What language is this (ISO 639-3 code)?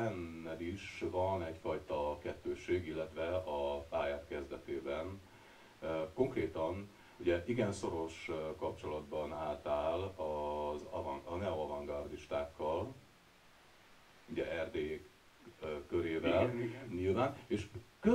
hun